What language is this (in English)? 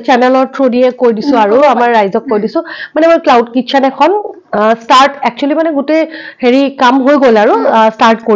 Assamese